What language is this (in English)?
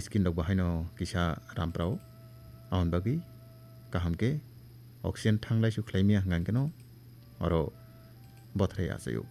Kok Borok